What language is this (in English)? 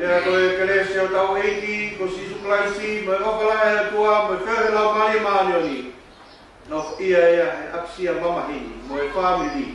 Tongan